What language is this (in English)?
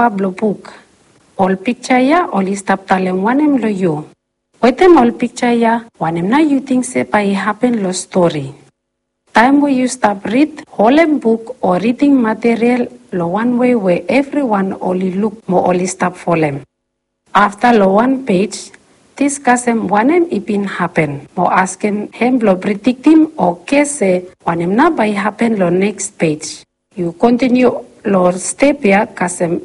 Bislama